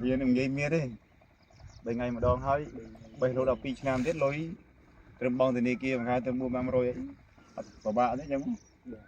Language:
Khmer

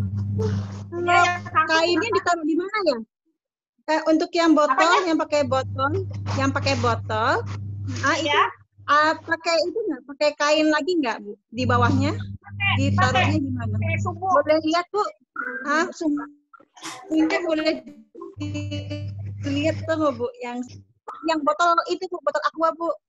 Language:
Indonesian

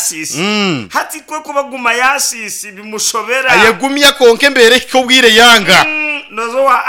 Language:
Nyankole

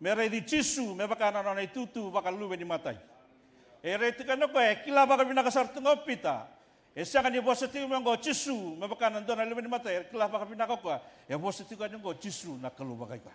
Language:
Fijian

